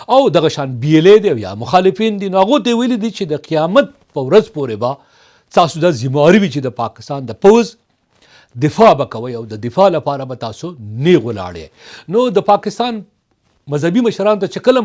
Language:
Pashto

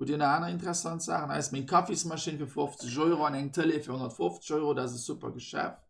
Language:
Luxembourgish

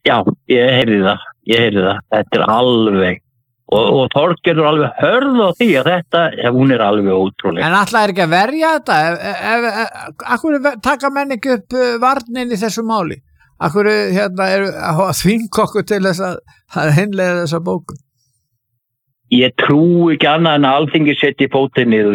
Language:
Icelandic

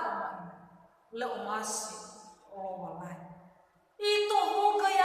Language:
Nias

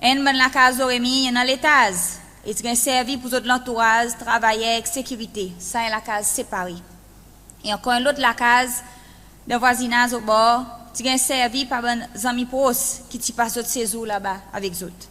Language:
Seselwa Creole French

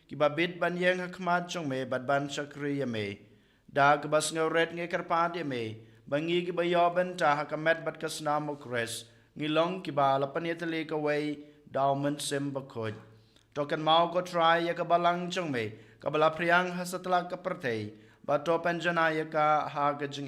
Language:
Khasi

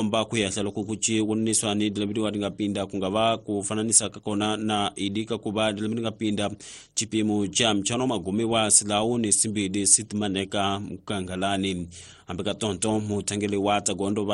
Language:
Tsonga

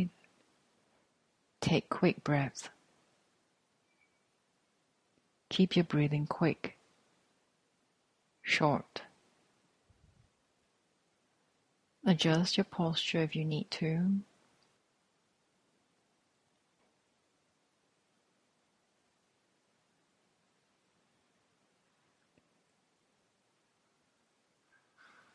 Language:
English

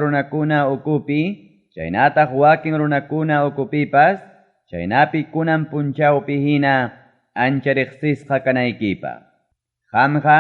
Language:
Ayacucho Quechua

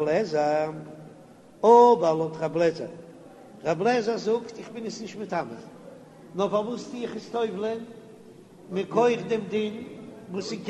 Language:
Yiddish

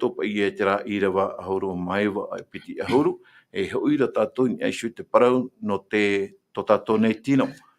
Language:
Tahitian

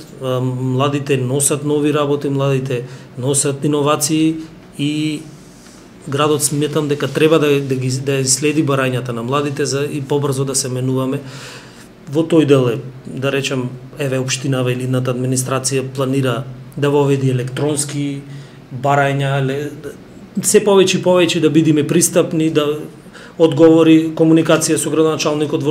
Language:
Macedonian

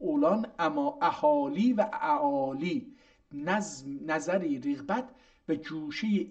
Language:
South Azerbaijani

